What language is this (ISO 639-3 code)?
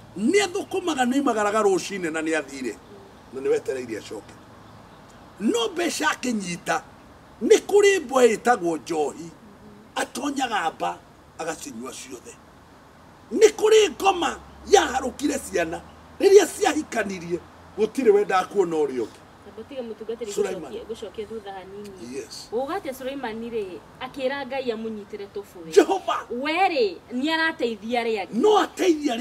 kik